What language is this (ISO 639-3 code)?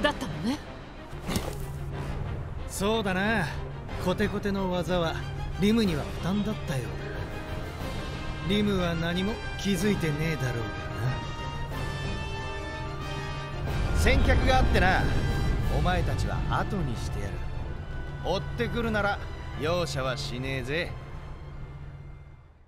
jpn